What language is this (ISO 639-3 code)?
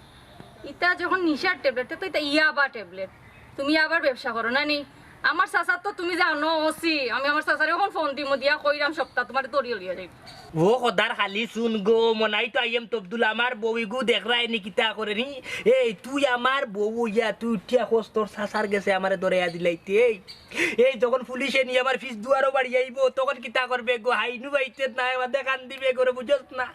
syl